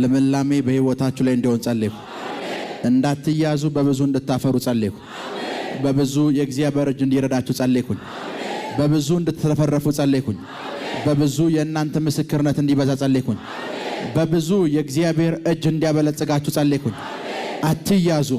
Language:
Amharic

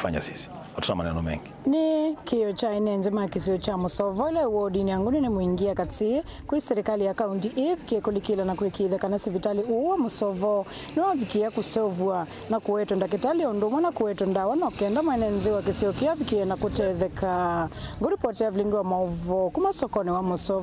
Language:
Kamba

